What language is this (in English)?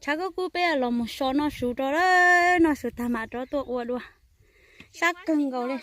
Hmong